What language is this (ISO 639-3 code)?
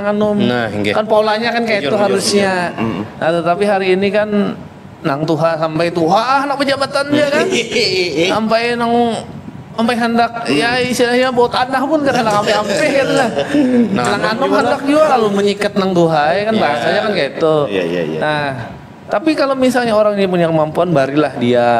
bjn